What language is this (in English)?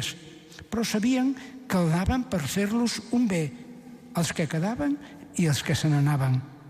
Catalan